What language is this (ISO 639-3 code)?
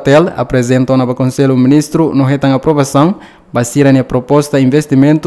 tet